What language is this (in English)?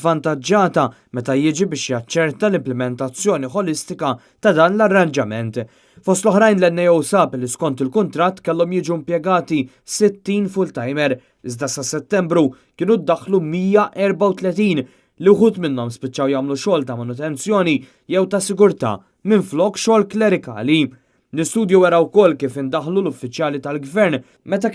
Maltese